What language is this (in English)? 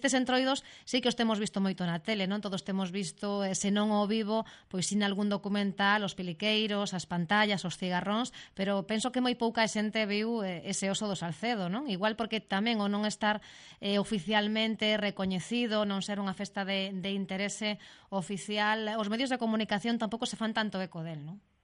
Galician